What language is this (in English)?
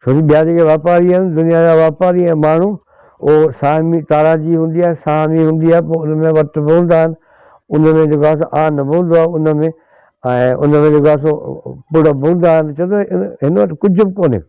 Sindhi